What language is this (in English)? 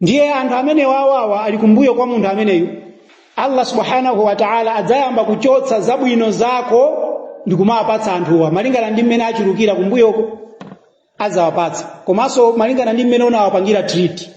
Nyanja